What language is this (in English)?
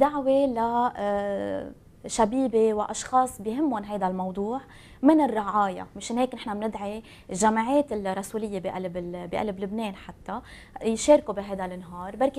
North Levantine Arabic